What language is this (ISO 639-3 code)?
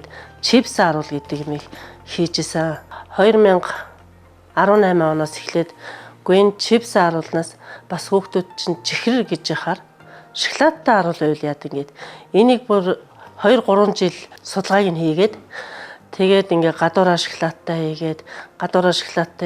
mon